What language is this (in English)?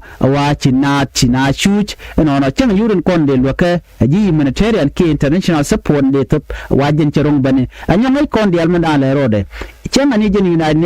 Nuer